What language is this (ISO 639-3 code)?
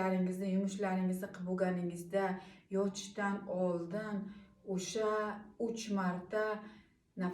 uzb